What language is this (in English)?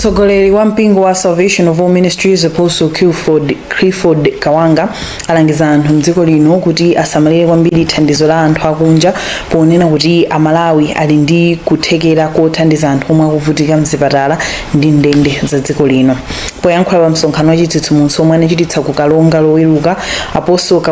Nyanja